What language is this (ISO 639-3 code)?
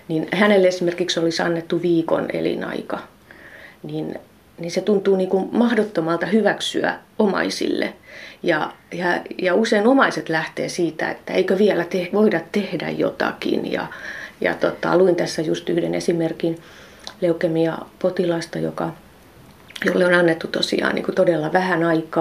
fin